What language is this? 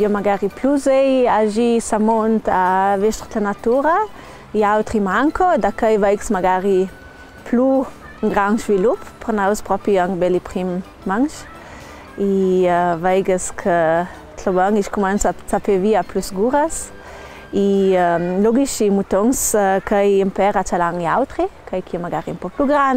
Ladin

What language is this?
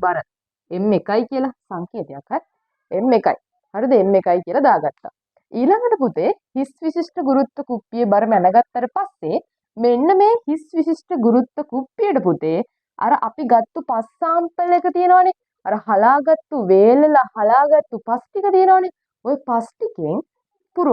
Sinhala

